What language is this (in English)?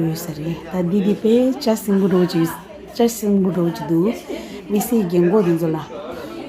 Tibetan